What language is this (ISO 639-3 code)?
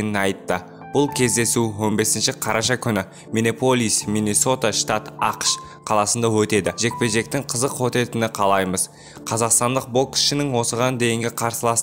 kaz